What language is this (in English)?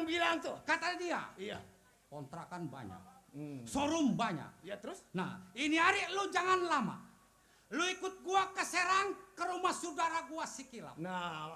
Betawi